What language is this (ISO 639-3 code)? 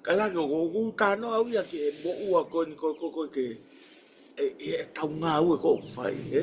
ton